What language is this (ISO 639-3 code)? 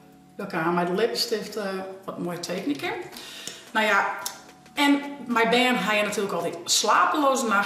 fry